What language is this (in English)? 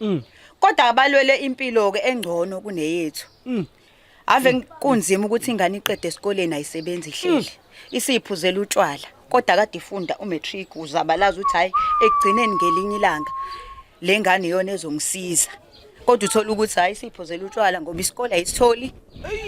Zulu